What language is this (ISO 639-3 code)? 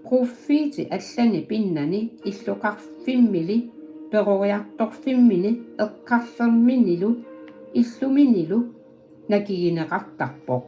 kal